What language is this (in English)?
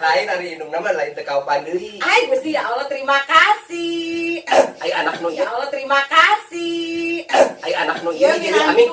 Sundanese